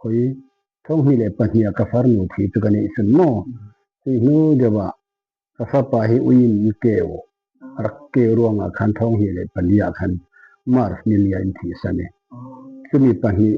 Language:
Falam Chin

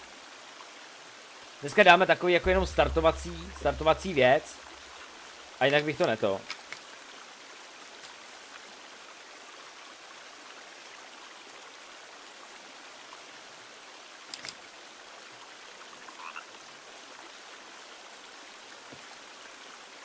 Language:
Czech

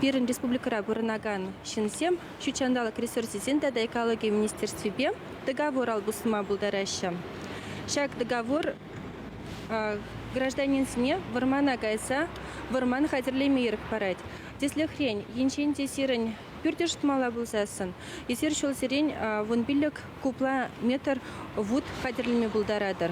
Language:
Chuvash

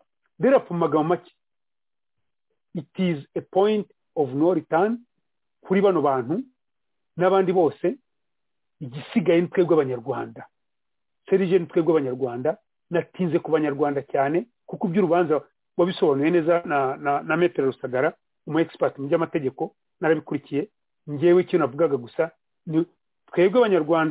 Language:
Kinyarwanda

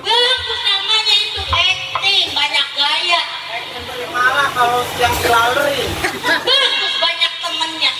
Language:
Betawi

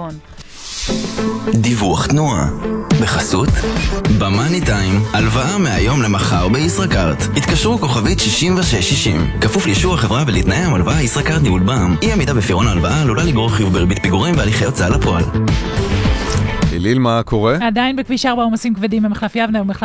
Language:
Hebrew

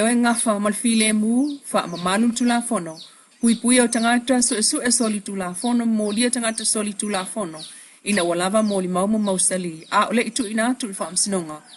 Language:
Samoan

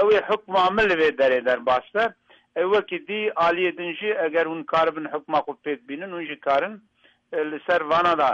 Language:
Kurdish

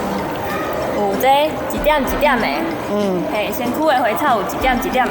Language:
Min Nan Chinese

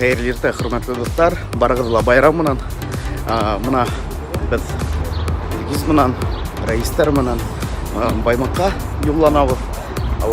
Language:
Bashkir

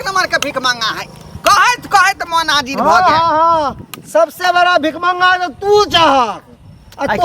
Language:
Maithili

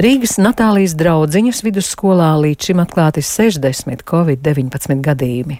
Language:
Latvian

